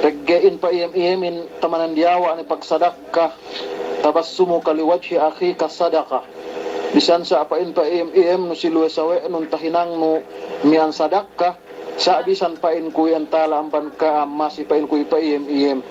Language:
Yakan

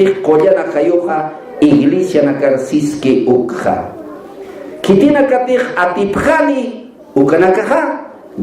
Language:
Aymara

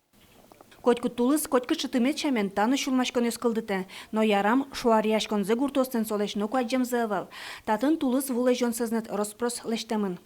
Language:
Udmurt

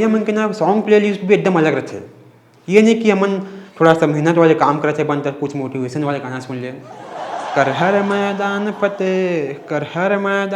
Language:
Chhattisgarhi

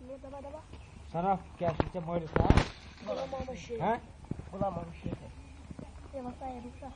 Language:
Kashmiri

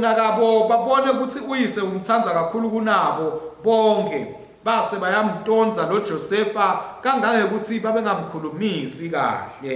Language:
Swati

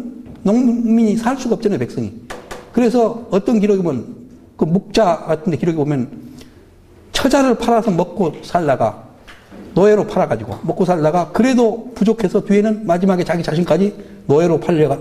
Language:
Korean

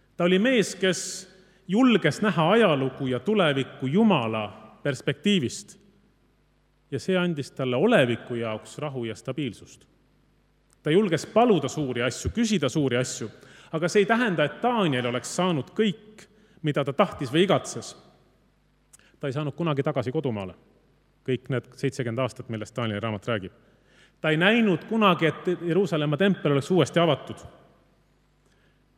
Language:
Estonian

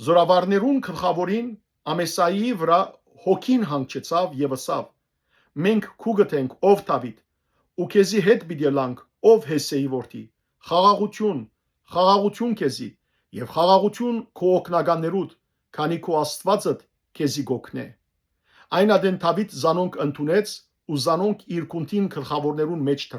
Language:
Western Armenian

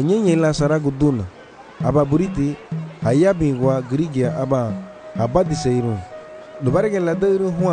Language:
Garifuna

